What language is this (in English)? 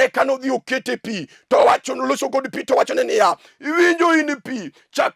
Luo (Kenya and Tanzania)